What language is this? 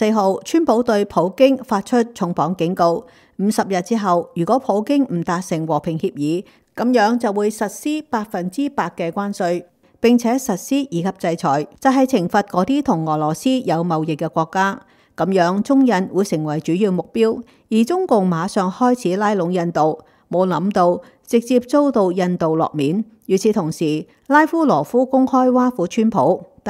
Cantonese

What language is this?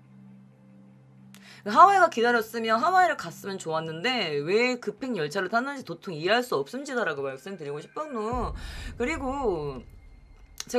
Korean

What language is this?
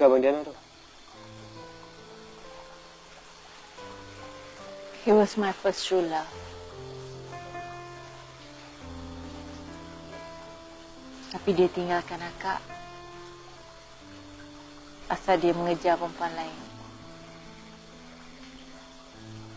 Malay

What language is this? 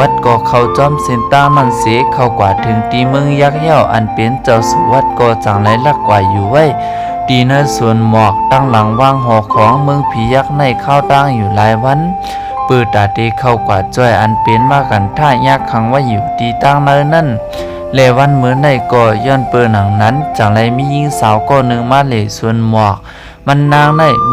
Shan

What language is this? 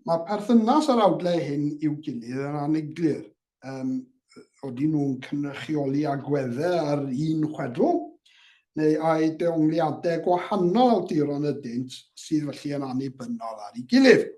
Welsh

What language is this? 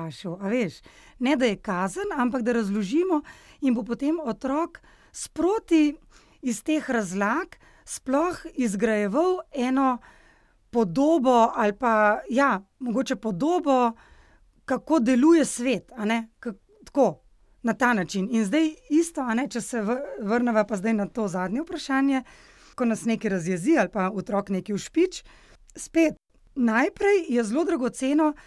Slovenian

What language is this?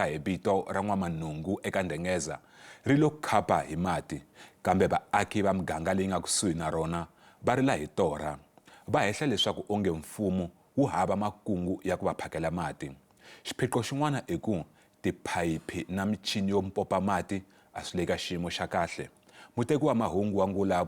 Tsonga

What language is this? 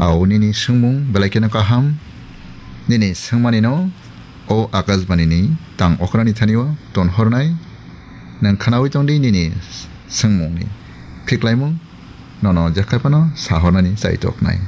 Kok Borok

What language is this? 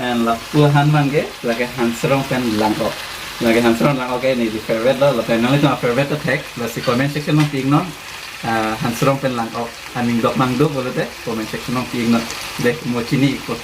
Karbi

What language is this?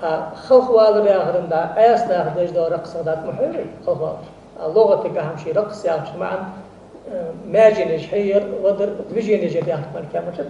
Ingush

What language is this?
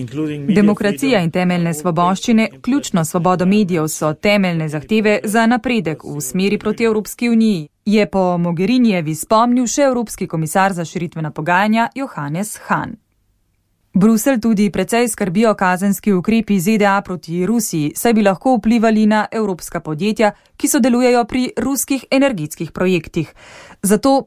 Slovenian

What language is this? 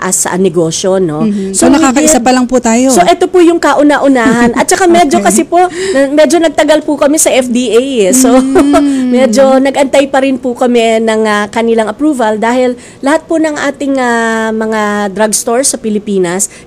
Filipino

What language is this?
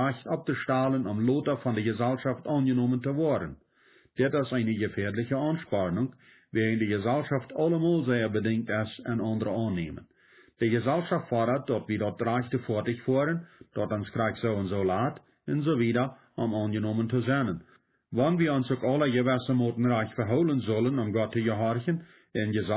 Plautdietsch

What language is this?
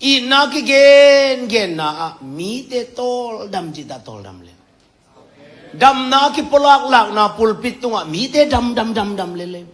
Tedim Chin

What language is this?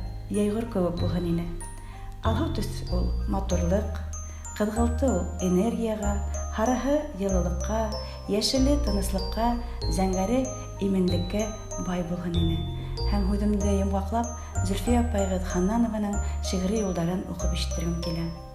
Bashkir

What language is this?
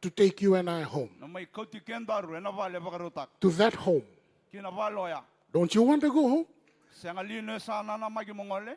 Fijian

